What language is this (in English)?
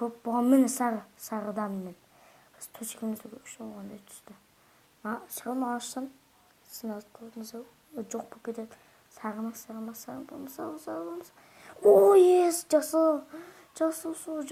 Kazakh